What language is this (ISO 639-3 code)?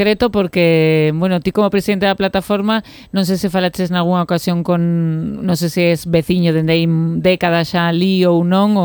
glg